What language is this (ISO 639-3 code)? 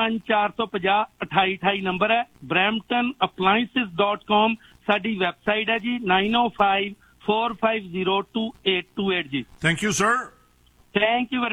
pan